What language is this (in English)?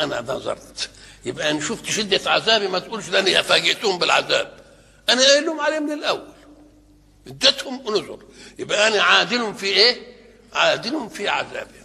Egyptian Arabic